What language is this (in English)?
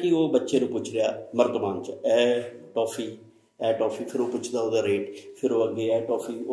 Punjabi